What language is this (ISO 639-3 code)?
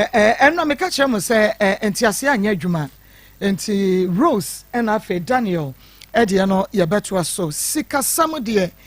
aka